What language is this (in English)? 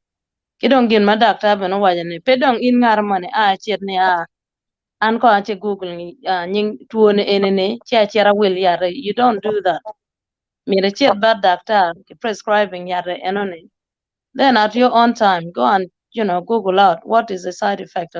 Acoli